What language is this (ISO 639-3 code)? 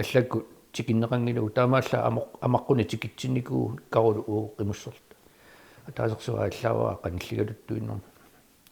kal